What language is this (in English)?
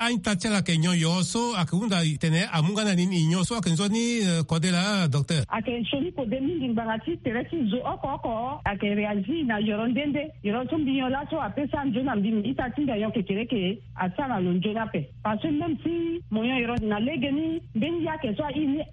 Sango